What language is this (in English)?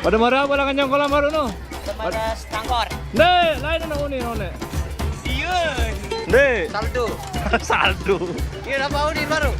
Sasak